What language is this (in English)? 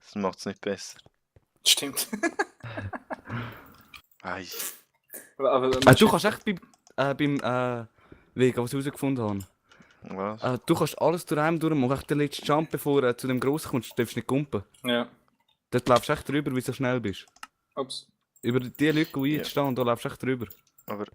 Swiss German